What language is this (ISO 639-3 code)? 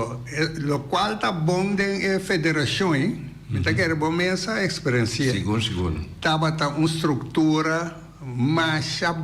pap